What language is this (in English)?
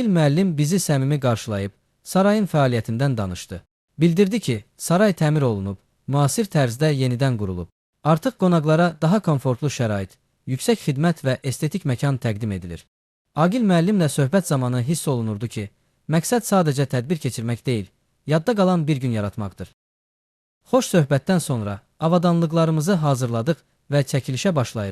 Azerbaijani